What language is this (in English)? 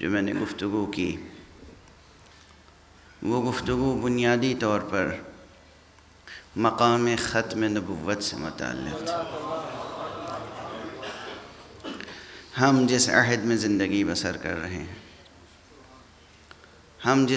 Urdu